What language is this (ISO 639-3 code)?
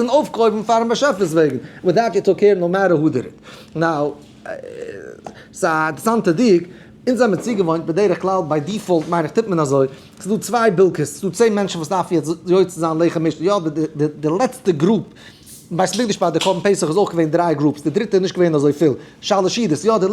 yid